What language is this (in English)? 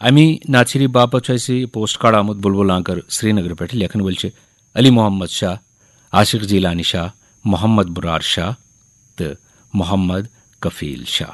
Kashmiri